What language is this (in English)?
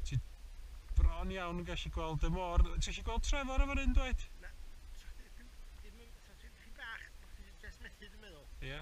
Welsh